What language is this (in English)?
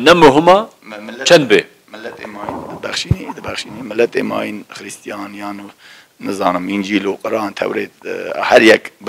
Kurdish